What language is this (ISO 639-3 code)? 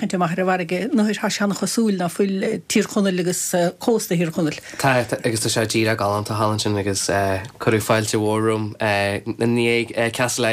gle